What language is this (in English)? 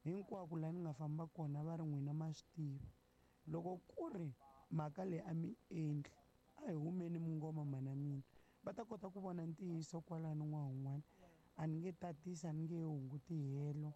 Tsonga